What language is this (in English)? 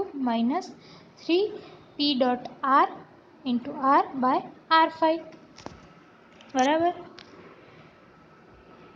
Gujarati